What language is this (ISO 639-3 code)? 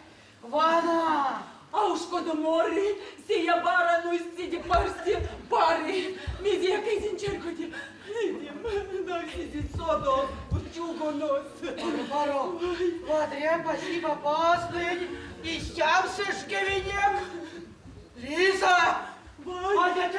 myv